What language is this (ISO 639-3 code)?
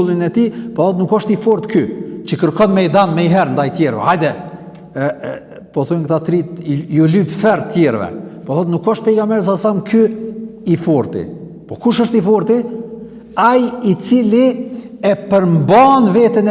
sqi